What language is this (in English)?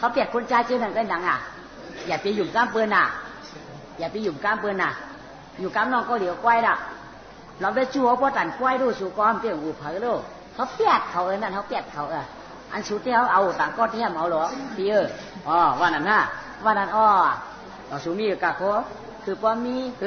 Shan